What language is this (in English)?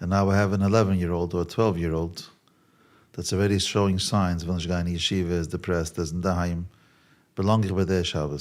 Yiddish